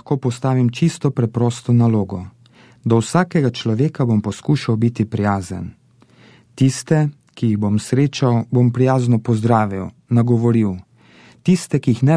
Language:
Slovenian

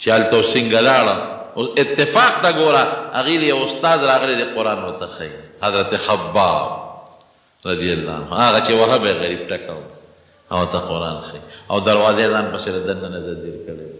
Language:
Pashto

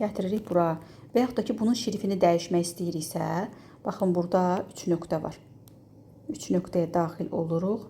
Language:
Azerbaijani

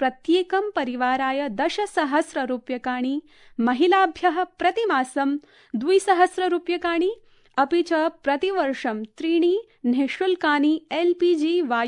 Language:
Sanskrit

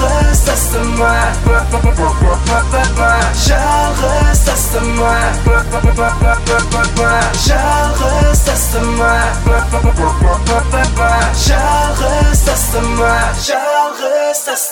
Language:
Kazakh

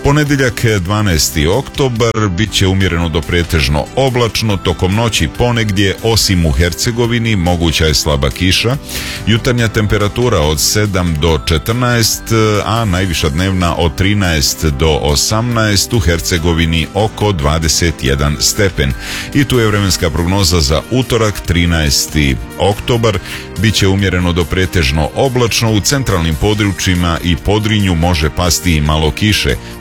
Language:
Bosnian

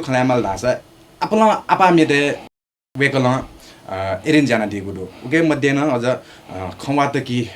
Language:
Newari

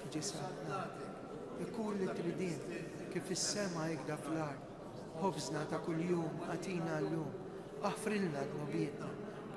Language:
Maltese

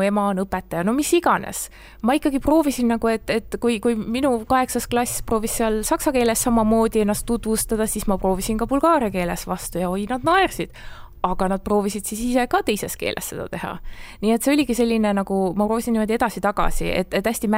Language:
Estonian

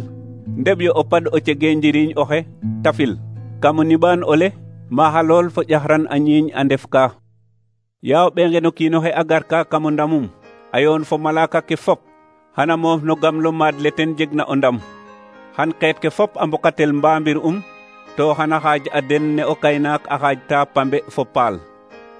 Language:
Serer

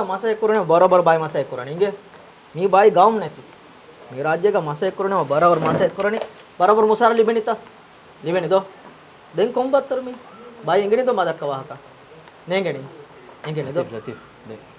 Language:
Divehi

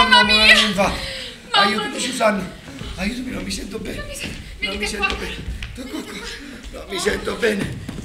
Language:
Italian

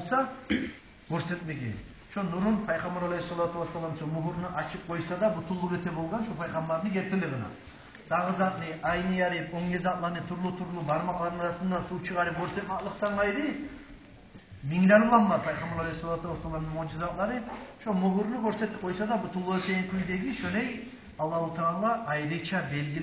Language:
Kumyk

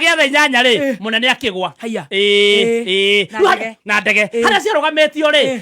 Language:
Kikuyu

